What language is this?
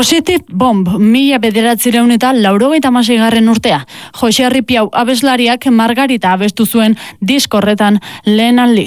Basque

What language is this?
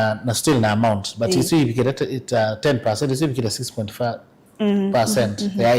Kamba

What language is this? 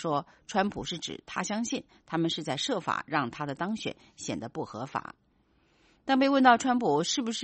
Chinese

